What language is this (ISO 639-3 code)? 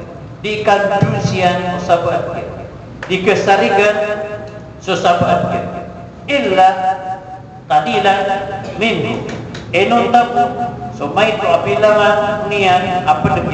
mrw